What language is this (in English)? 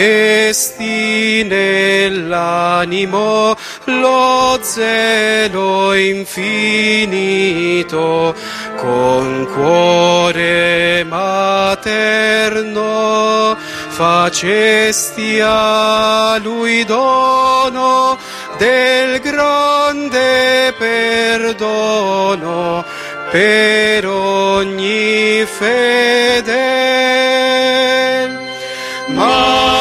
Italian